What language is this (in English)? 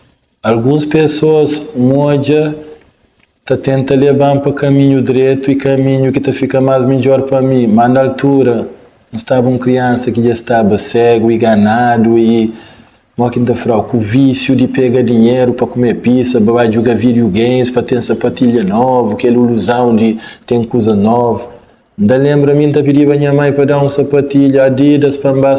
Kabuverdianu